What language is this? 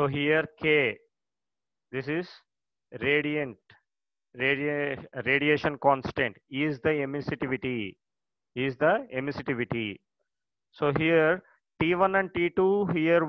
English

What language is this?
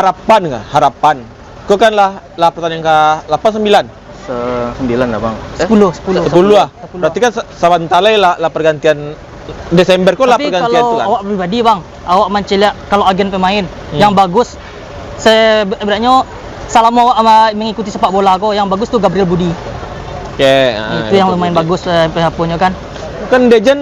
Minangkabau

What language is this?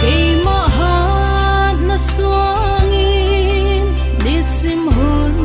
Paite Chin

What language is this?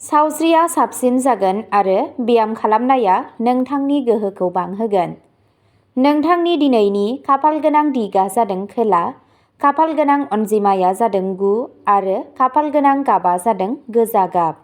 Bodo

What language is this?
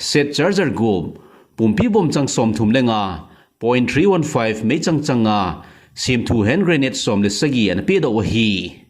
Thado Chin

